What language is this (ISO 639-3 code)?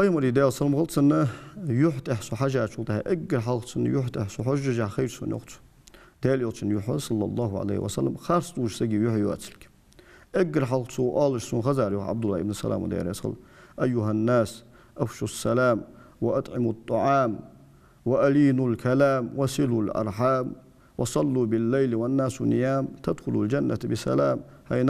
inh